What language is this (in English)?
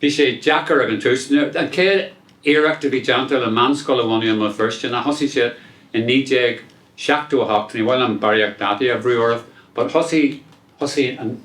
Irish